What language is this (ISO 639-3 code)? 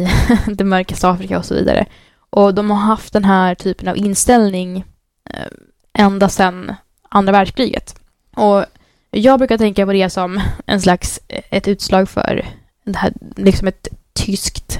swe